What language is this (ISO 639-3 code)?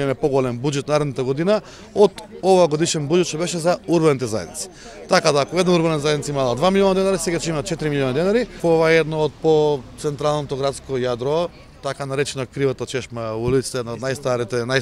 mkd